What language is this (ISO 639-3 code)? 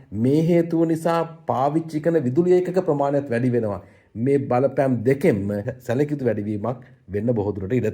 sin